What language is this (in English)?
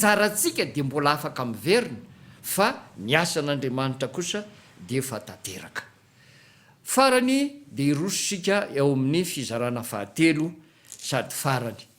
Malagasy